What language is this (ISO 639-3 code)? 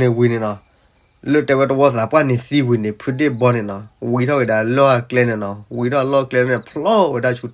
ksw